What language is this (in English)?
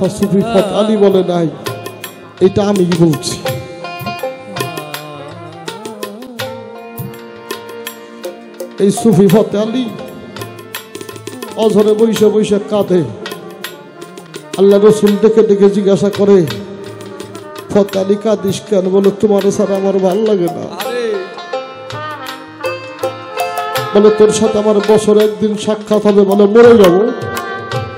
Bangla